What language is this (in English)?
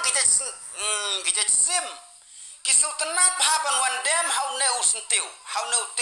Khasi